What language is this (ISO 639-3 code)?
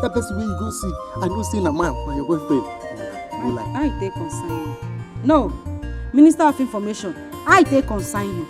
pcm